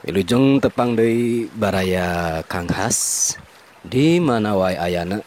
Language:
Sundanese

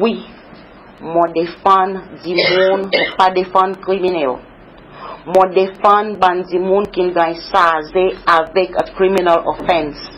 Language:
Seselwa Creole French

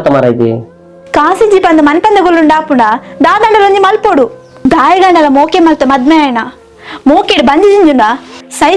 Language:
Tulu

